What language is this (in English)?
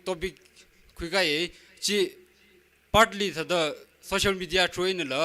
Tangkhul Naga (India)